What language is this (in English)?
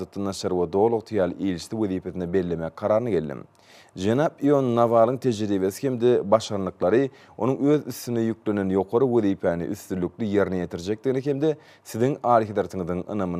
Turkmen